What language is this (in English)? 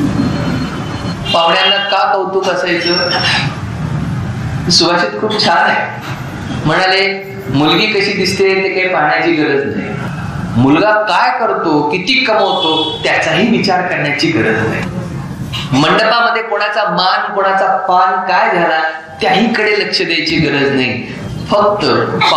Marathi